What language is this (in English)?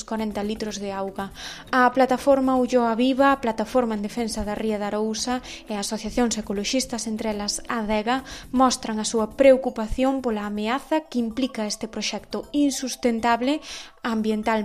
Galician